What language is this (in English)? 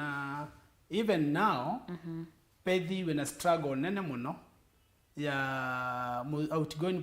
Kamba